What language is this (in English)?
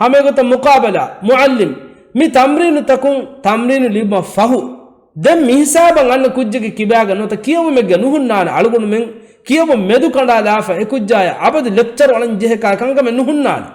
Divehi